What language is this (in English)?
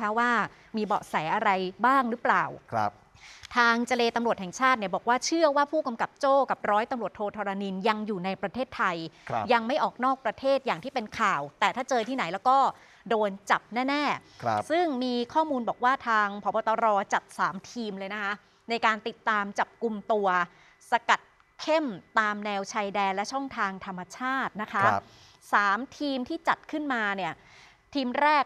Thai